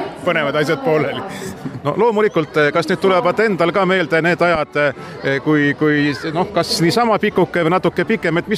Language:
Estonian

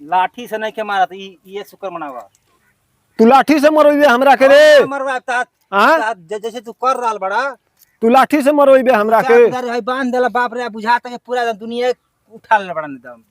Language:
Bhojpuri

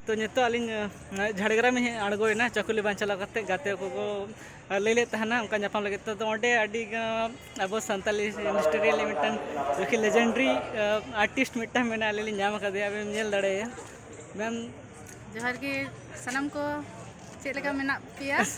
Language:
Santali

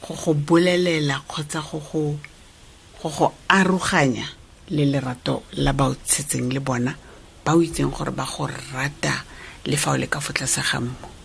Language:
Tswana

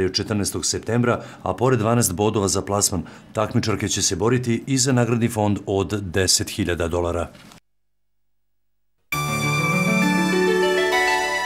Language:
Serbian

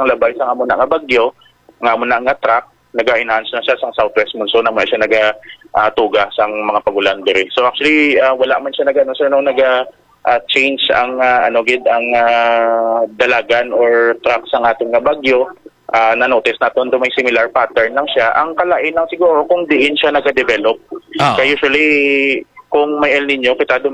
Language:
Hiligaynon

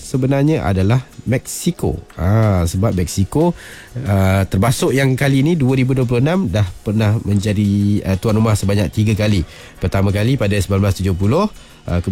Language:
Malay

